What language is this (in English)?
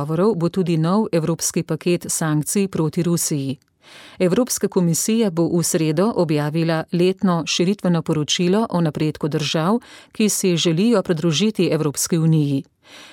Slovenian